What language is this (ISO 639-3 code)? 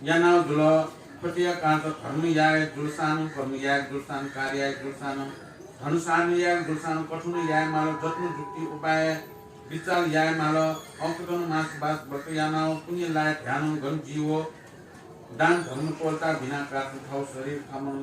new